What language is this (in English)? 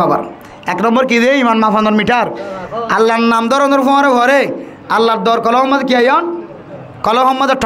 Rohingya